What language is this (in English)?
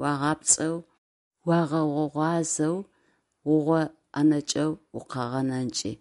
Adyghe